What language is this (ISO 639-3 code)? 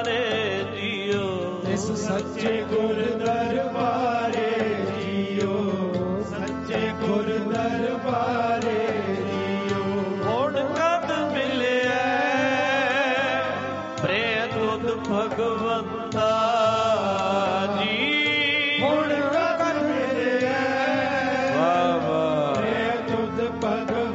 pan